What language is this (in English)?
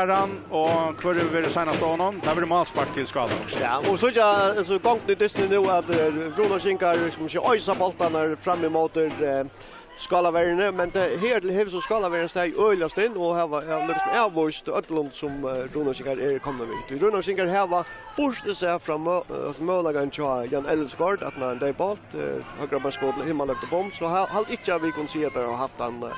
Faroese